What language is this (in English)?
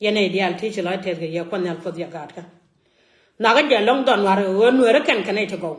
Nuer